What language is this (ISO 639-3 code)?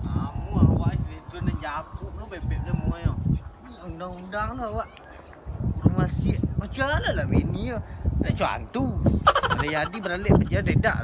min